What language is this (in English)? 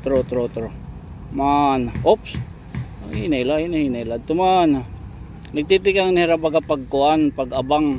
Waray